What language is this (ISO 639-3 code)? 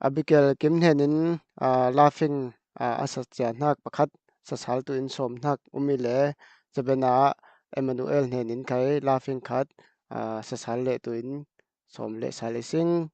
cfm